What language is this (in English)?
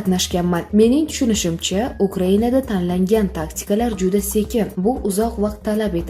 Uzbek